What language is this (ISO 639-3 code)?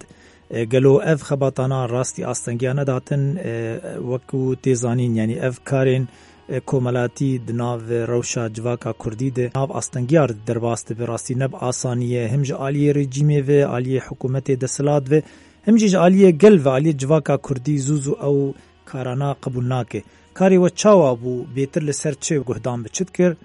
kur